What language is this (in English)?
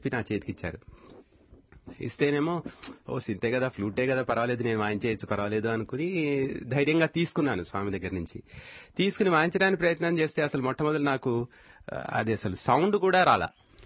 Telugu